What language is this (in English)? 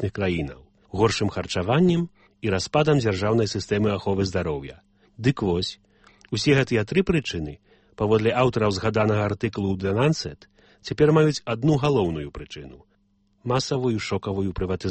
Belarusian